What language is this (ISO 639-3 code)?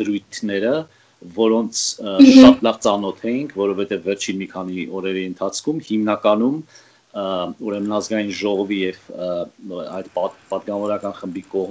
hye